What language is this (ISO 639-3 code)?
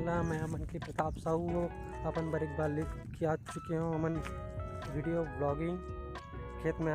hne